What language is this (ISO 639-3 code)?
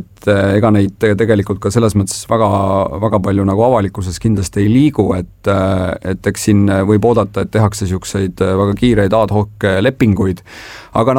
est